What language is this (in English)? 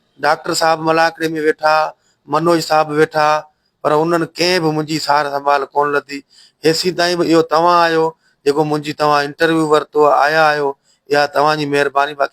Sindhi